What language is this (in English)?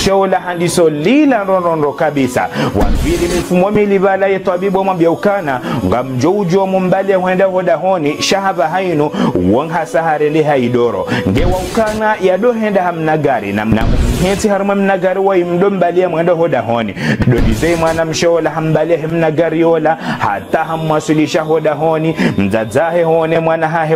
Ngazidja Comorian